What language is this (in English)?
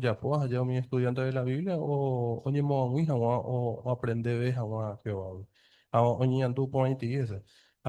Guarani